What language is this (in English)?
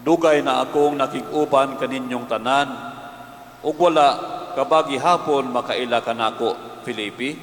Cebuano